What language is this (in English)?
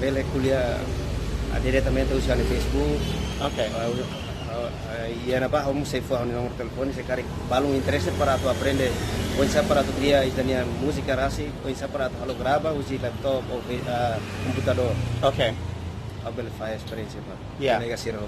Tetum